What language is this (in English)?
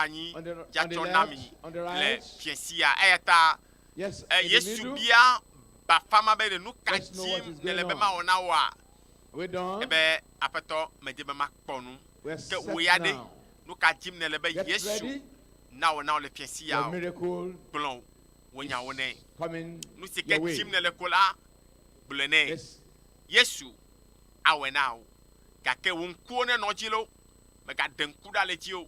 Ewe